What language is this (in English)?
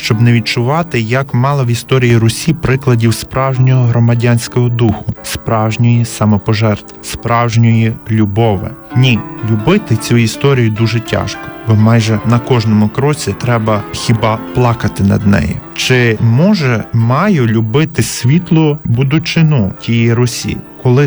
Ukrainian